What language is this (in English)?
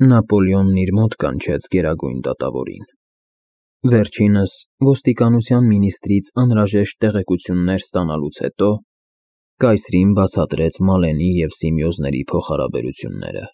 Armenian